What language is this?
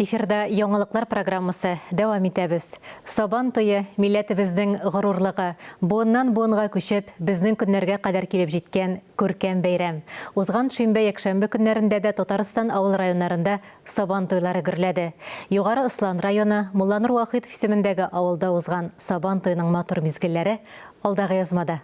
Tatar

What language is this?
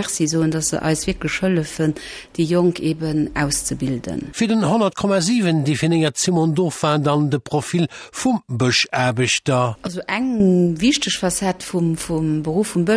Luxembourgish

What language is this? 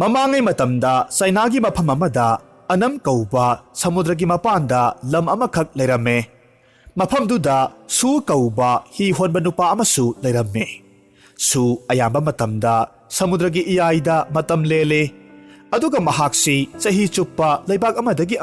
Manipuri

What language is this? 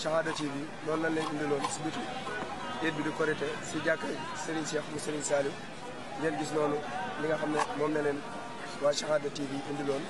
Wolof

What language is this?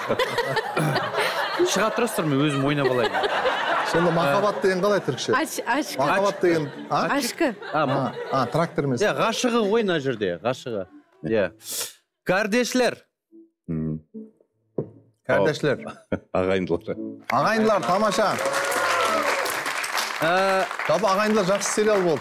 Kazakh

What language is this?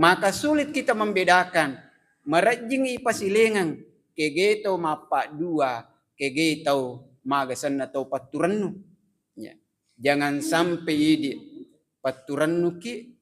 Buginese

